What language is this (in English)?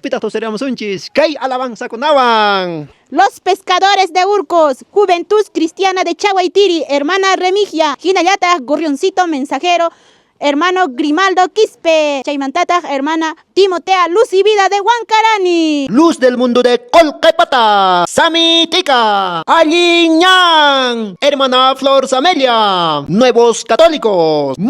Quechua